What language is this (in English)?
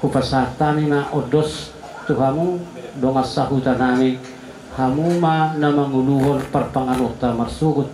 Batak Toba